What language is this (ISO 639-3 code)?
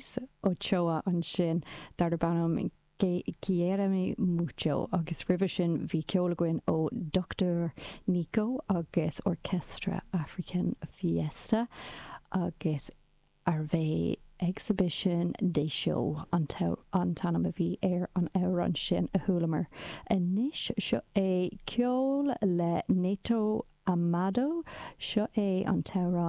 gle